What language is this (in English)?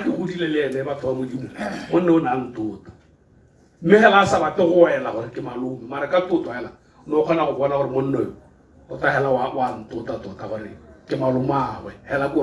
Tswana